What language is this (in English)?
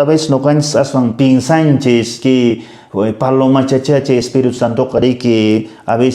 Quechua